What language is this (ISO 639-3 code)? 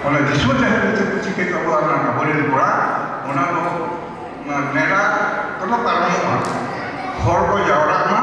sat